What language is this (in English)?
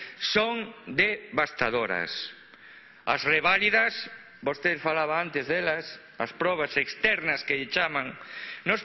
Galician